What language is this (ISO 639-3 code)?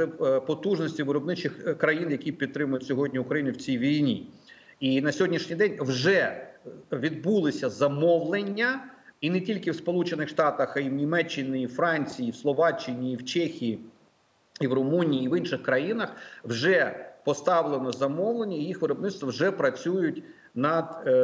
ukr